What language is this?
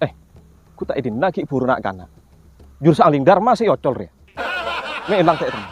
Madurese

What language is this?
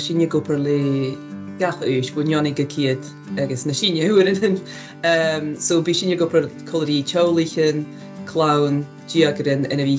Scottish Gaelic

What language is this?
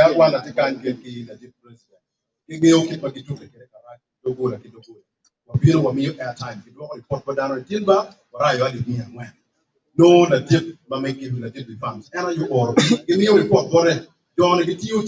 Acoli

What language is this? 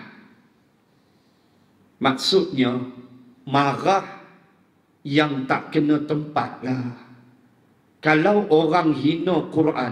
Malay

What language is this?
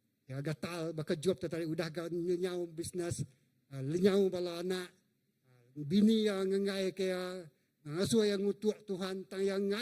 Iban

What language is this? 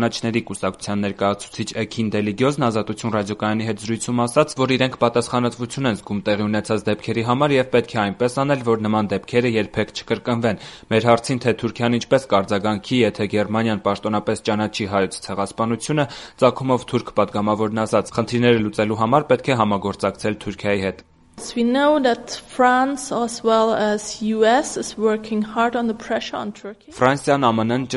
Armenian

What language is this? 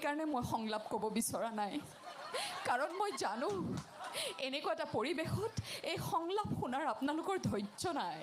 Assamese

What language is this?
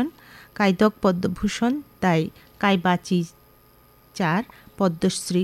Kok Borok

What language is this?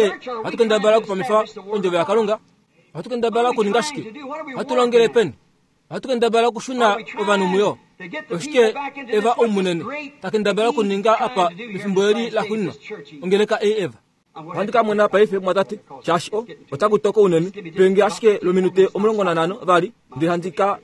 Kuanyama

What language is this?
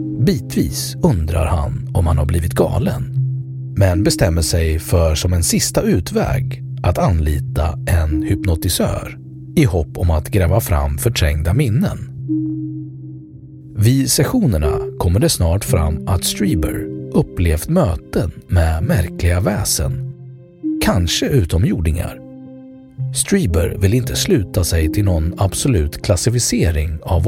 Swedish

